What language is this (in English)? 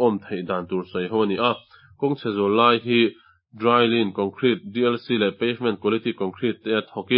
Mizo